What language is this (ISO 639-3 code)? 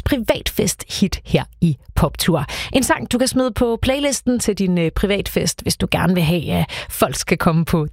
dan